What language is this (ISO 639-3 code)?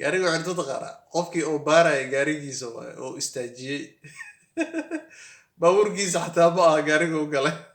som